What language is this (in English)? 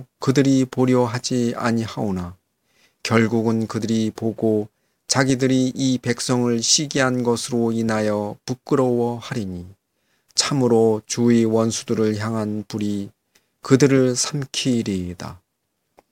Korean